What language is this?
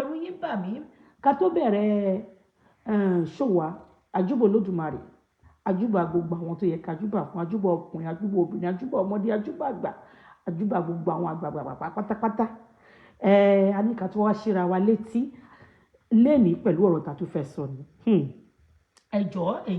Yoruba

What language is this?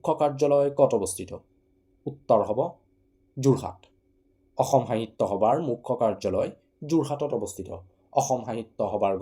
Assamese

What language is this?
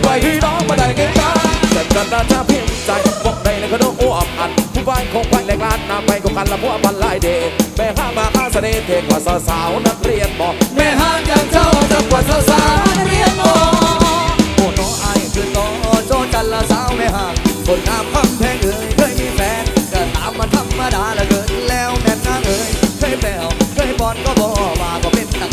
Thai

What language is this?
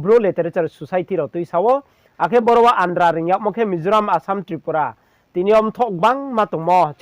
Riang (India)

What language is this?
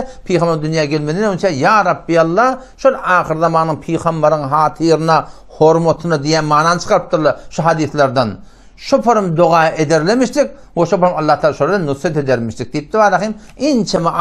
Turkmen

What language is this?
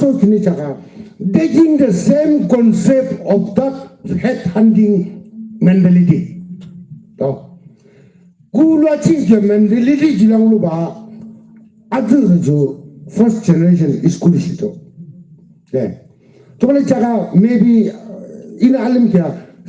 Yimchungru Naga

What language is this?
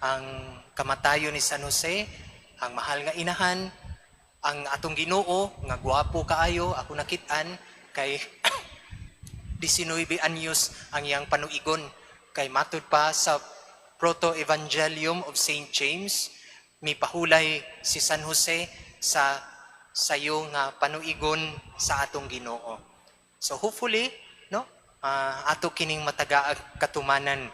Cebuano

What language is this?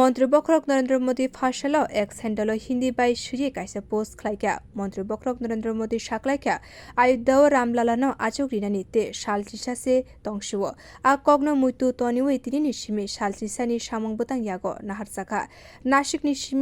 Kok Borok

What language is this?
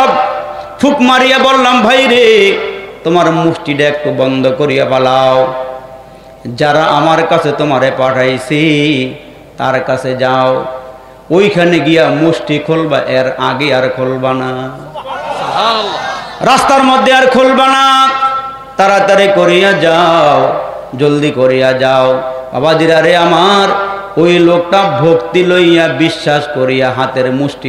Bangla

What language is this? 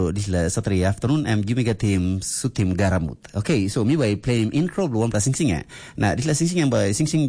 Tok Pisin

